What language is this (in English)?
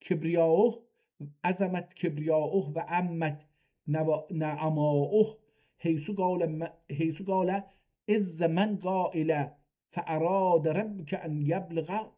South Azerbaijani